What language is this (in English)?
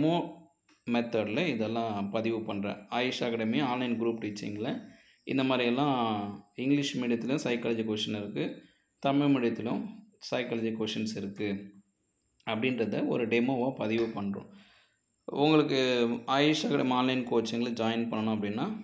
Tamil